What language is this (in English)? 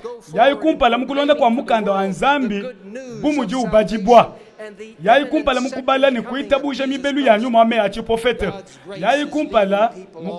Luba-Lulua